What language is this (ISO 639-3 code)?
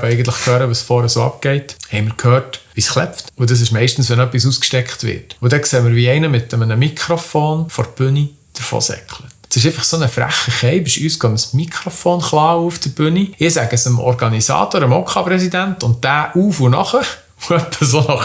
gsw